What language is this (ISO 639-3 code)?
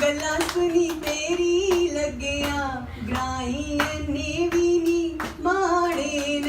doi